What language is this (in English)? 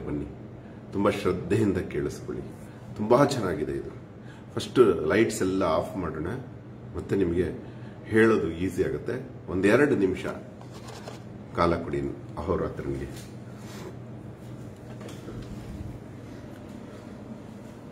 Kannada